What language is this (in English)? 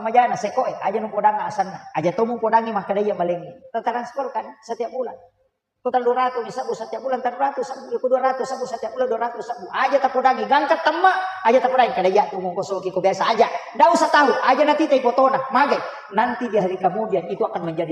Buginese